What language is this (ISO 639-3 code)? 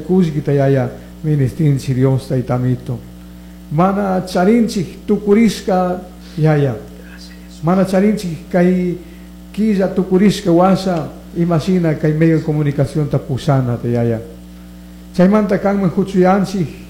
qug